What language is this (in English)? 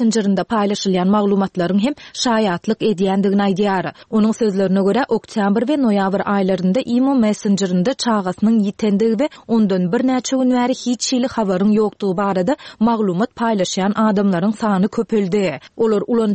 Turkmen